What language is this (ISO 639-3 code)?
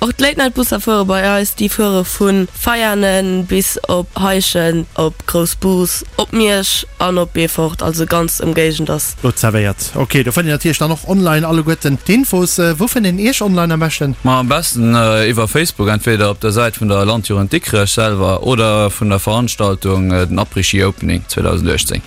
ltz